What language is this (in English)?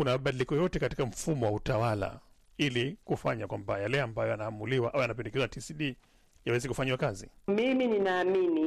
Swahili